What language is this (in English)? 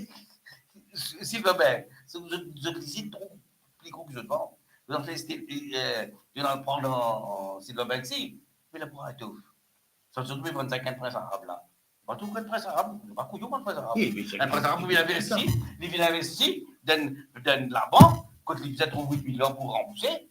Morisyen